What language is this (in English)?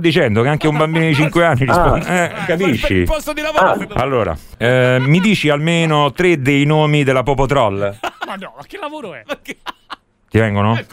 Italian